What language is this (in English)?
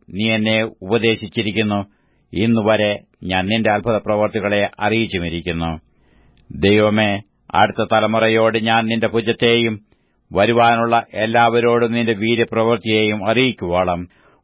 Malayalam